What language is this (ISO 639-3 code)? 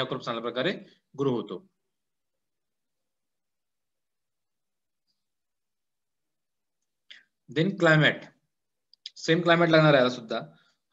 mar